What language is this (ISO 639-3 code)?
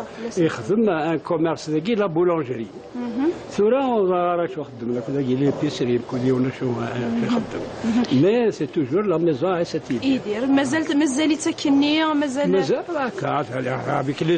kab